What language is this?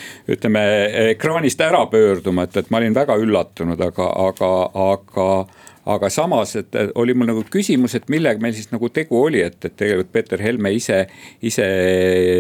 Estonian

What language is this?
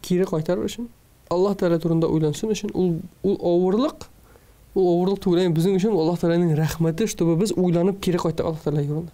Tatar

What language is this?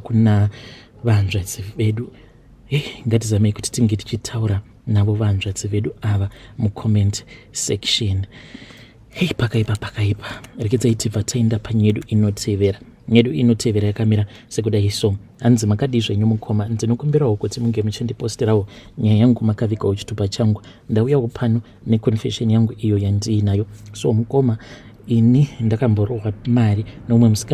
Shona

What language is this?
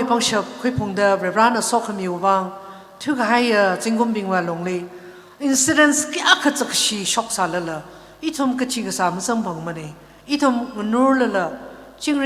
Tangkhul Naga (India)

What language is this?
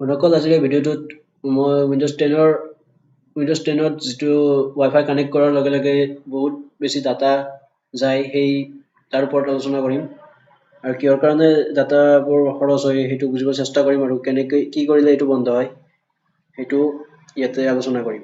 Assamese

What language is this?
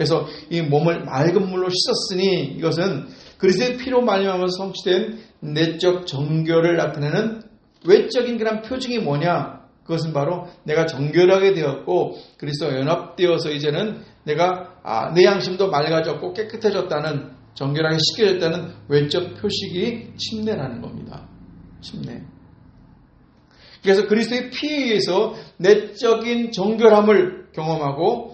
Korean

